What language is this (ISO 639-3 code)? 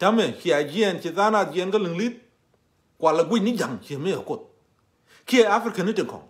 nus